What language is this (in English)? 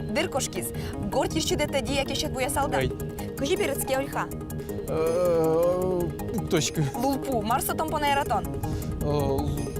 Udmurt